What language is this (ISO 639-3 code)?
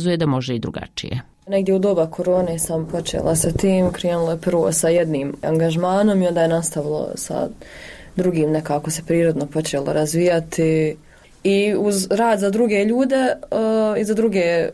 hrv